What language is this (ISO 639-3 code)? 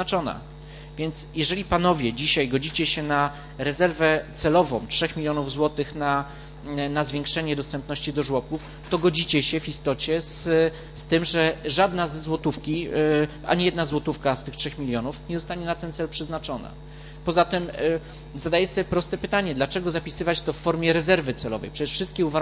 pol